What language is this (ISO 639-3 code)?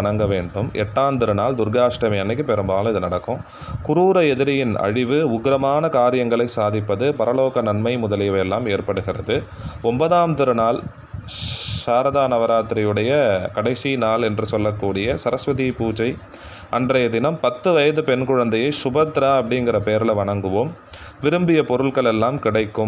tam